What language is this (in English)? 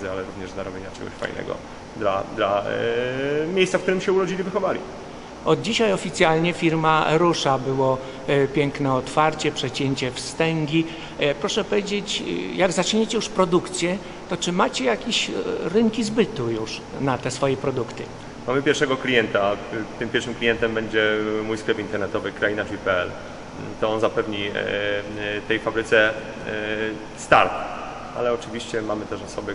Polish